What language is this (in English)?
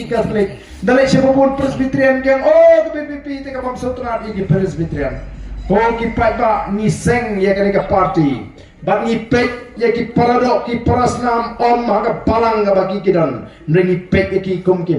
Khasi